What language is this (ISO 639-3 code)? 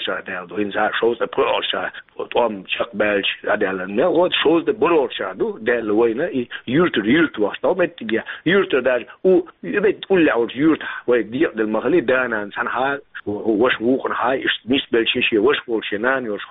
che